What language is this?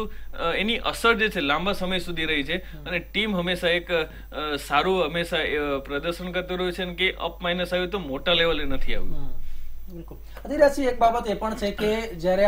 Gujarati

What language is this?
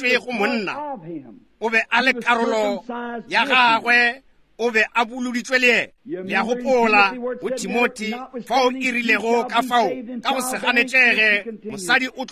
Northern Sotho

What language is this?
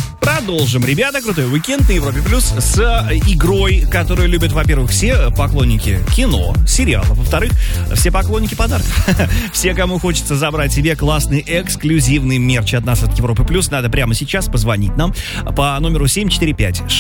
Russian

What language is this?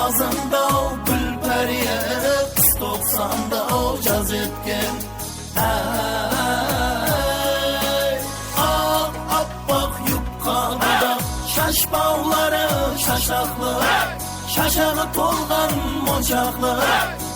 Kara-Kalpak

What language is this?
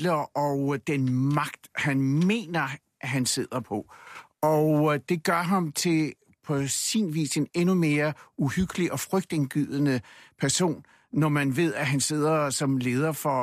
Danish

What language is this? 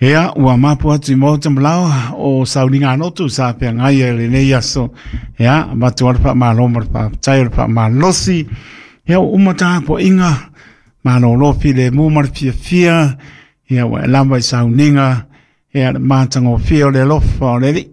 Samoan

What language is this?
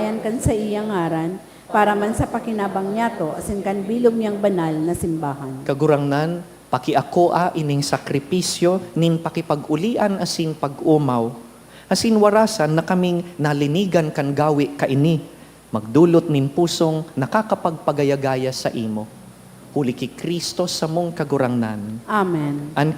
Bikol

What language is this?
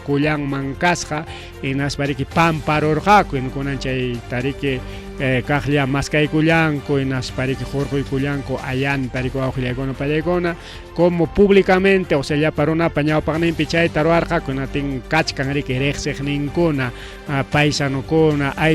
Ayacucho Quechua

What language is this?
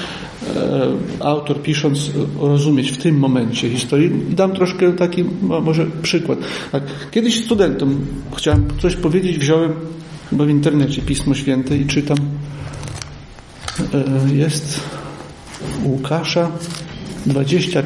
Polish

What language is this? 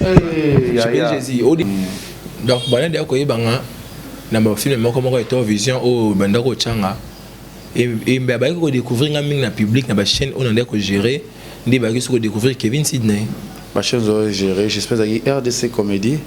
Lingala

